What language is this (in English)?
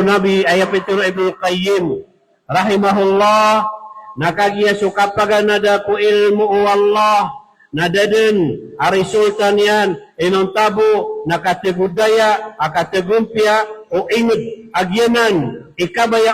Maranao